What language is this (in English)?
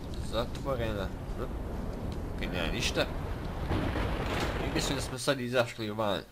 Croatian